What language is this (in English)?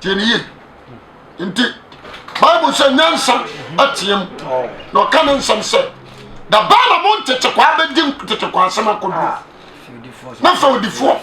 Akan